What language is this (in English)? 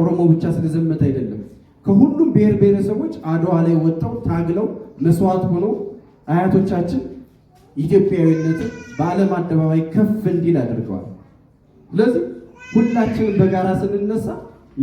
Amharic